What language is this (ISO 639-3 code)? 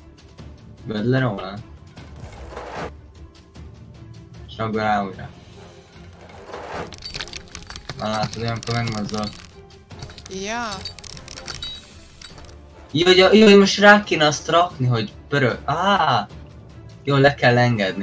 hun